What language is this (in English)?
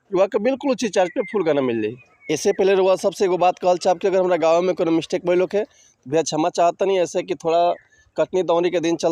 Bhojpuri